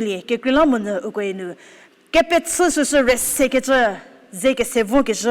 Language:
Angami Naga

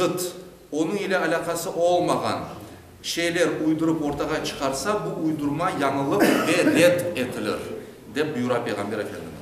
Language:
Crimean Tatar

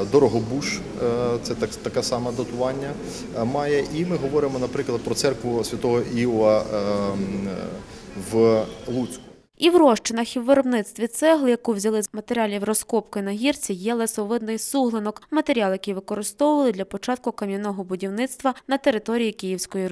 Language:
Ukrainian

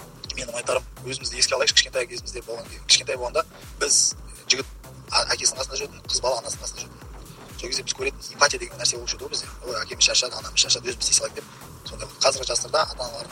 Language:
Kazakh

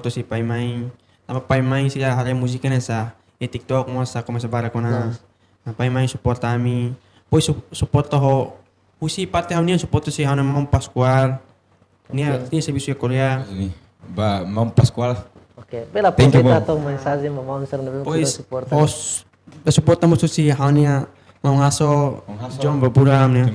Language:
Tetum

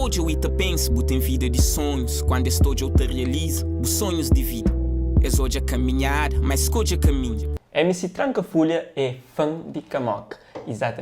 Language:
Kabuverdianu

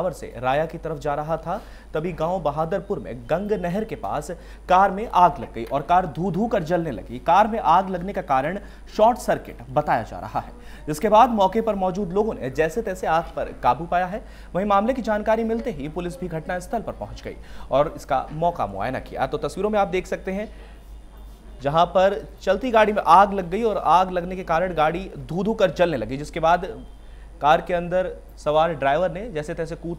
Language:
Hindi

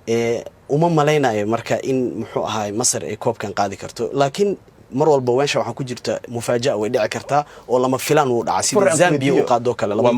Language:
Somali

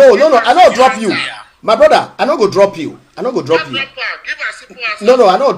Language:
Nigerian Pidgin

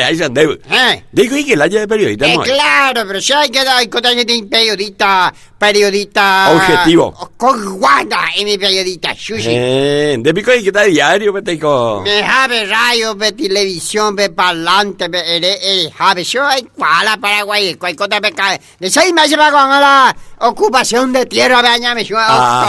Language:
Guarani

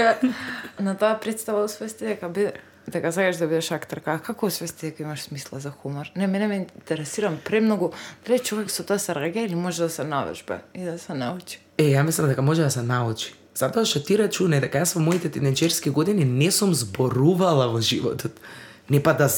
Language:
Macedonian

